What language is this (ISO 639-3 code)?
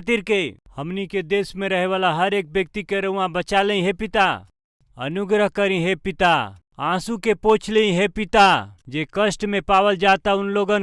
bho